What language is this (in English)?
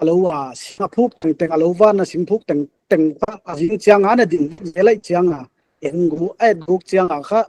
Paite Chin